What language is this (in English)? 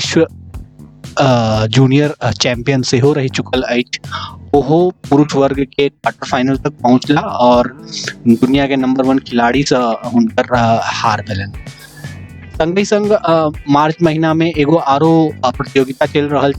Maithili